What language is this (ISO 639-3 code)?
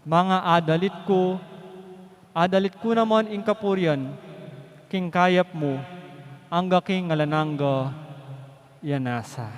pam